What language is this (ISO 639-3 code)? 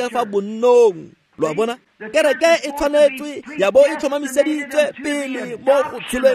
tsn